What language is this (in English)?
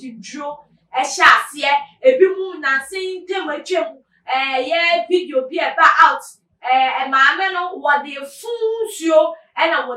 Akan